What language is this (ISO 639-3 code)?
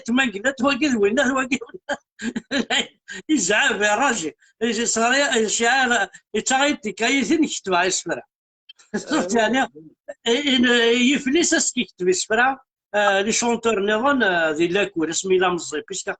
kab